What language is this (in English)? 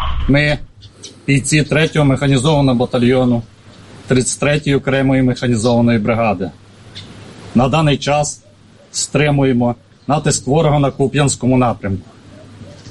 Ukrainian